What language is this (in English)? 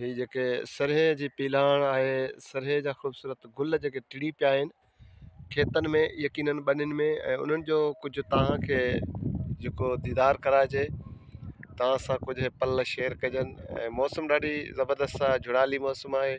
Sindhi